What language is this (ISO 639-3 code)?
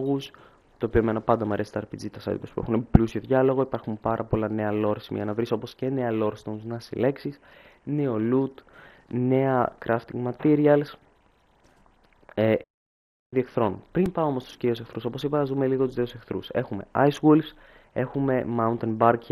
ell